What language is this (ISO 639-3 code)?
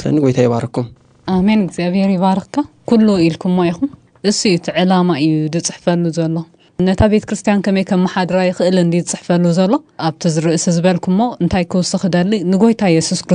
tir